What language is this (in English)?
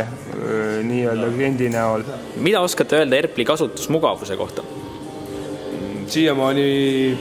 Estonian